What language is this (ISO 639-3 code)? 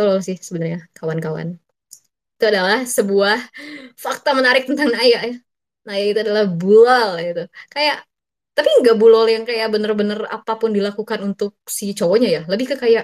ind